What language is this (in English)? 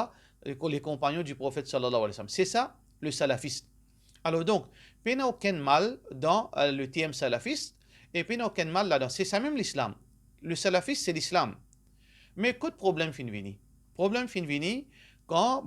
Morisyen